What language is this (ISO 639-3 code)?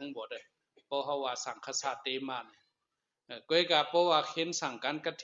shn